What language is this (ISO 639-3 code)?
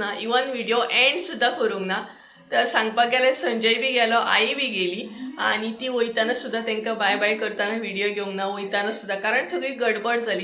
kok